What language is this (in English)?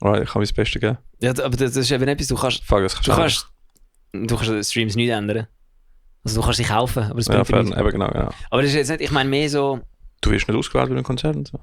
Swiss German